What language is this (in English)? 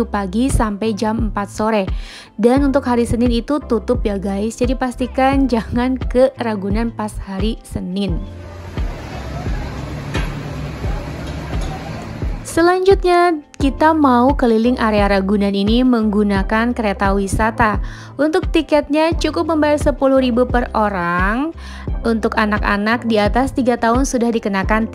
Indonesian